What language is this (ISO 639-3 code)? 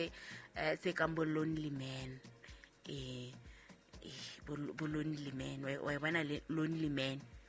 sot